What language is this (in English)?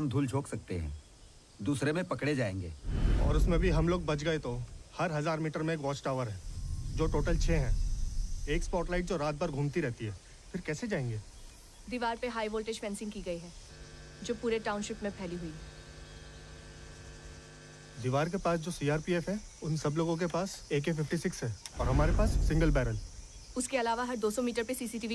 Hindi